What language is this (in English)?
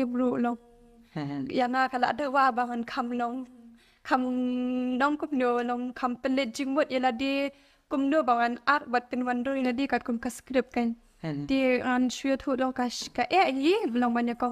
Khasi